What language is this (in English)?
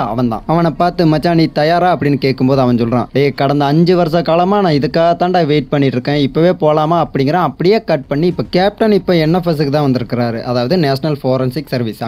Tamil